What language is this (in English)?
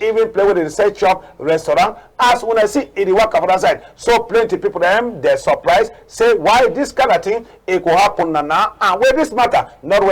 Cameroon Pidgin